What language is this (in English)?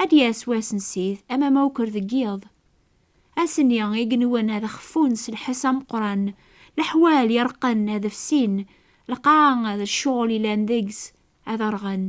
Kabyle